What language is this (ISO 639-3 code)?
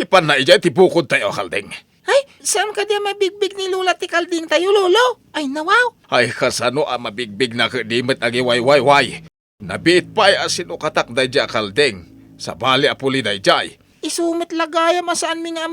ilo